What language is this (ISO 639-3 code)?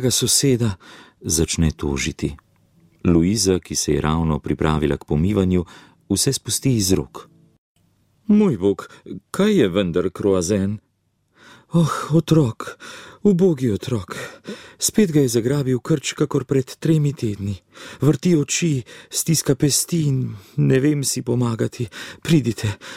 slv